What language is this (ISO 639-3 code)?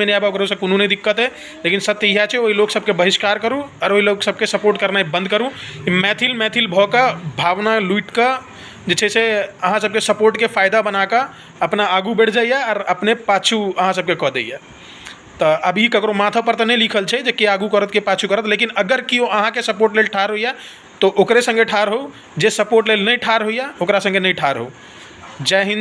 mai